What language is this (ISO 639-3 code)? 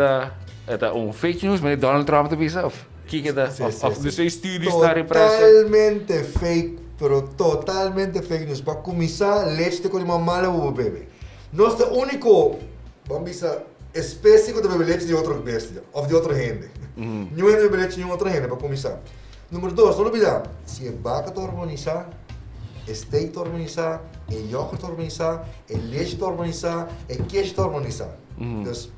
pap